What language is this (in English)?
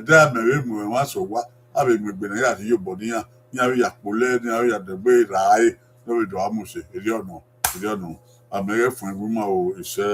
Bini